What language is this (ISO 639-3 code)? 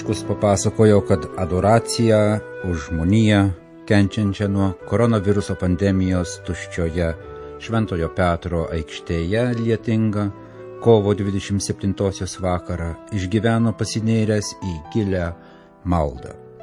lit